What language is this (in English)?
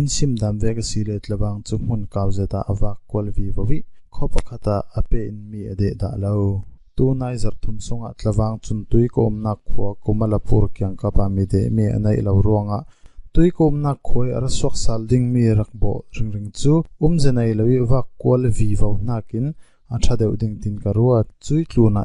Falam Chin